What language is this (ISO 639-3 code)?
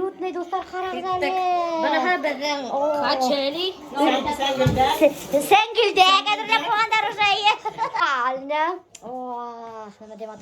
bak